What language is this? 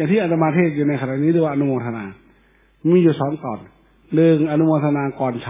Thai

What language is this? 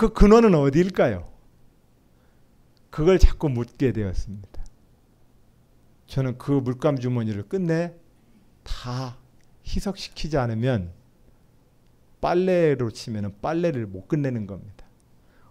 Korean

